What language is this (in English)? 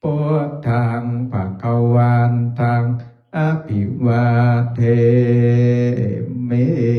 Pali